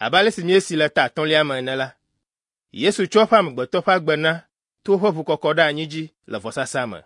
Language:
Ewe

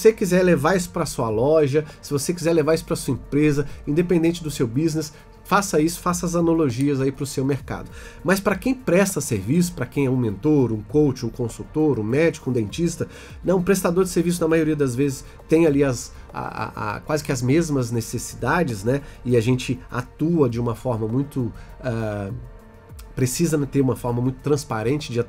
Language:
Portuguese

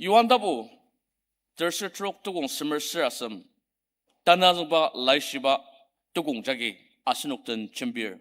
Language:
Ao Naga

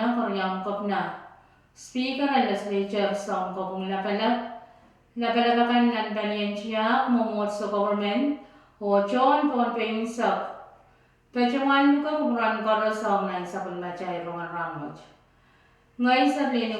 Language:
Pohnpeian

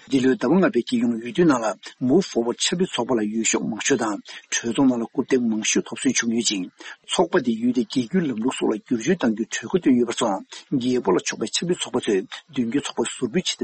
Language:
Tibetan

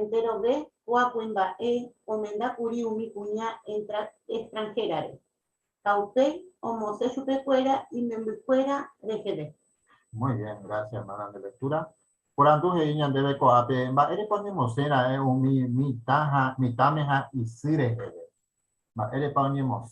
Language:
Guarani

